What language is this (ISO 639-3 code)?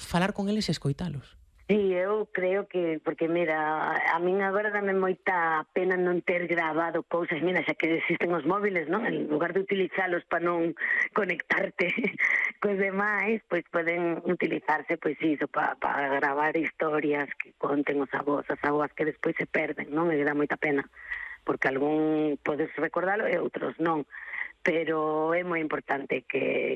glg